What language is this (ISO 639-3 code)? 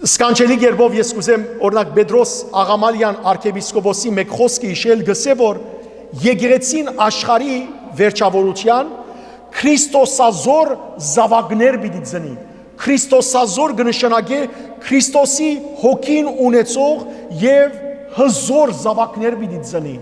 hyw